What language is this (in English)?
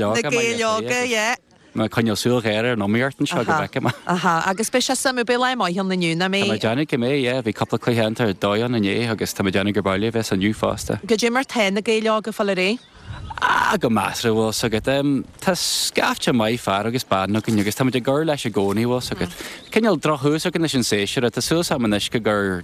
Irish